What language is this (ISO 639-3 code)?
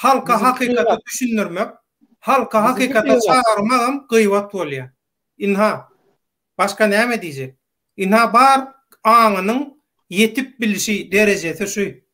tuk